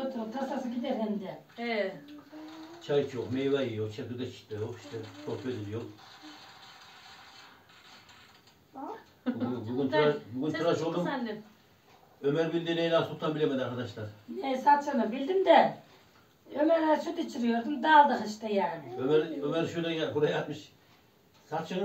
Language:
Turkish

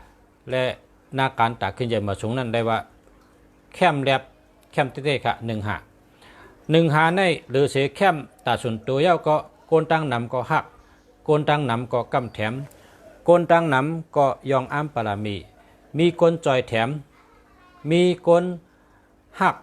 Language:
Shan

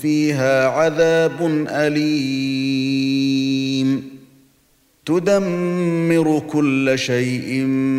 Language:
Arabic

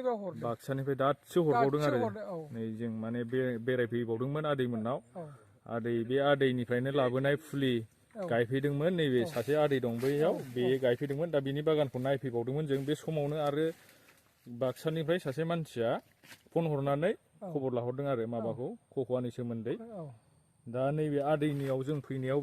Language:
Bodo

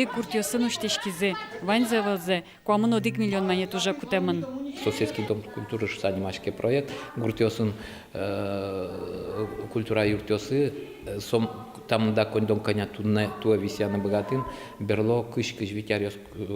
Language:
Udmurt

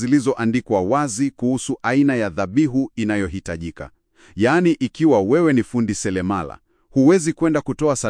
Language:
Swahili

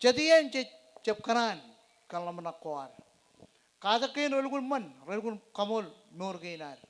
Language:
Marshallese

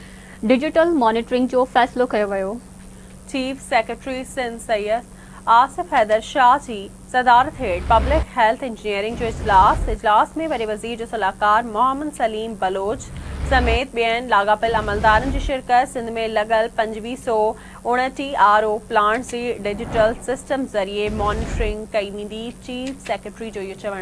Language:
Sindhi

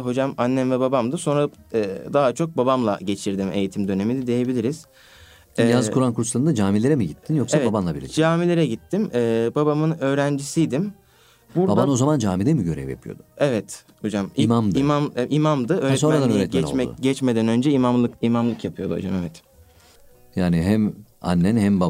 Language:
Turkish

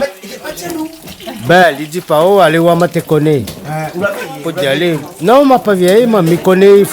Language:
Réunion Creole French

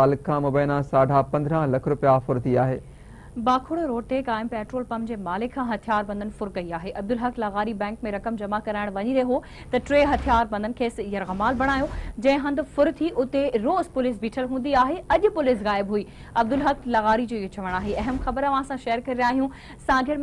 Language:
Sindhi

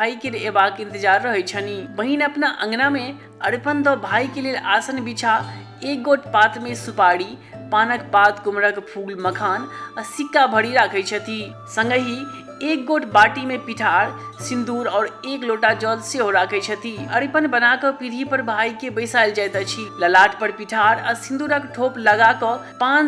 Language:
Maithili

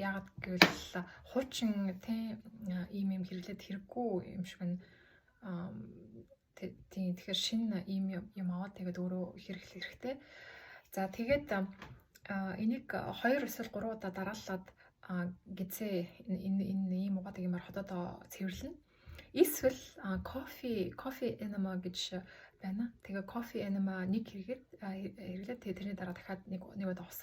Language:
Mongolian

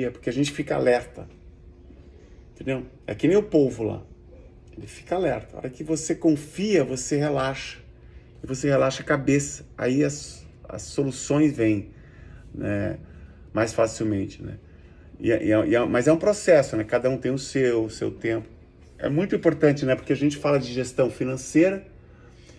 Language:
Portuguese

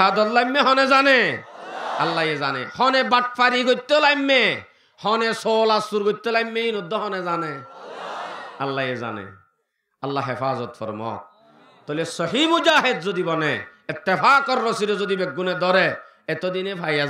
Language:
Rohingya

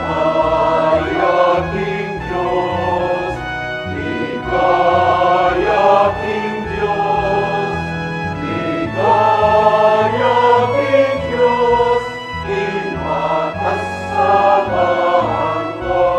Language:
Pampanga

